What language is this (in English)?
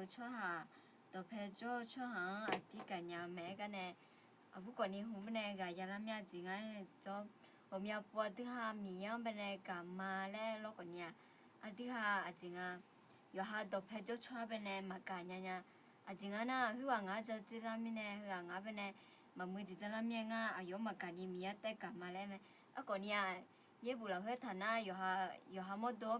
Akha